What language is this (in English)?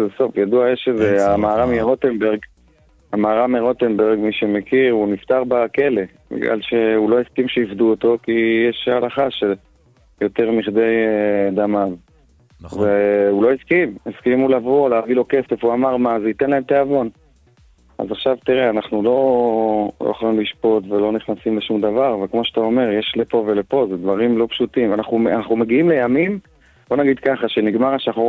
Hebrew